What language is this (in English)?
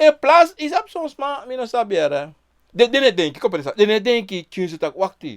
Sranan Tongo